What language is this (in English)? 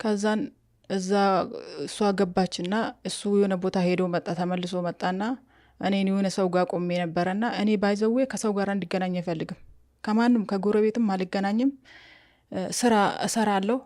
Amharic